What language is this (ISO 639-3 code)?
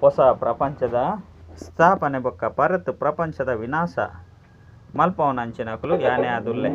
tcy